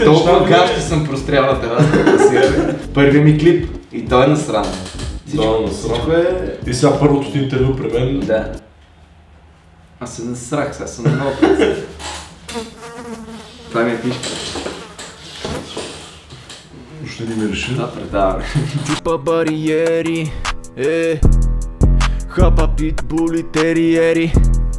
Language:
Bulgarian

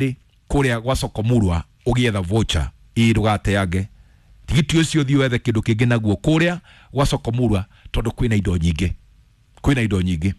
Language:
Kikuyu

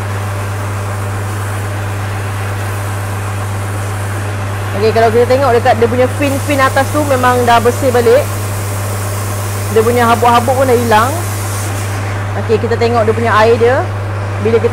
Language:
Malay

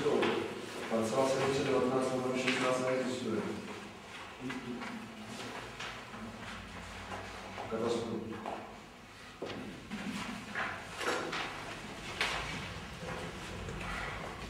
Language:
Czech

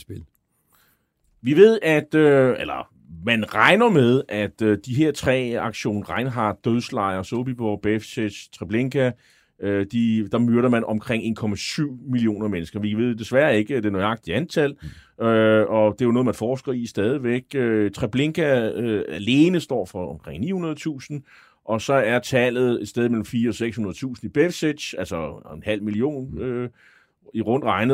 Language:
Danish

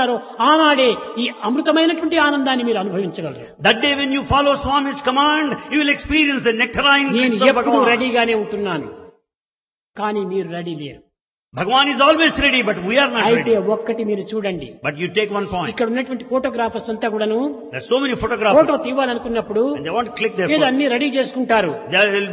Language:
Telugu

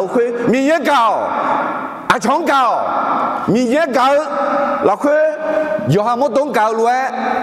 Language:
Akha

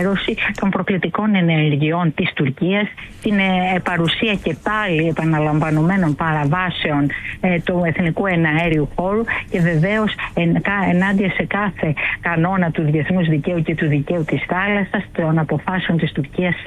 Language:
Greek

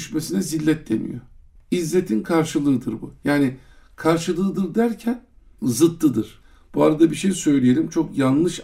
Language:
Turkish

